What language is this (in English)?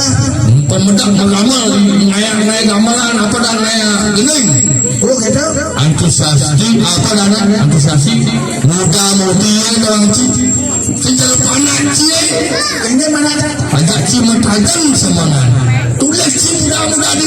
Balinese